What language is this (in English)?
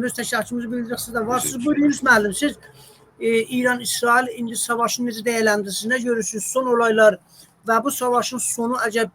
South Azerbaijani